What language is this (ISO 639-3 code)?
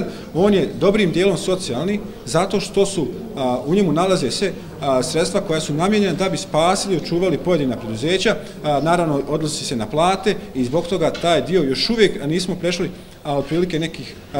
bos